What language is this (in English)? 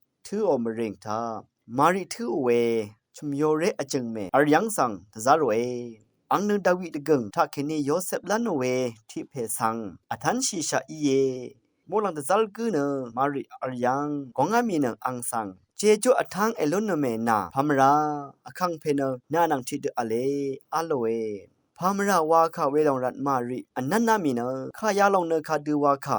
Rawang